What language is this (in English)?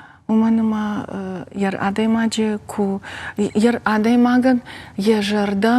Ossetic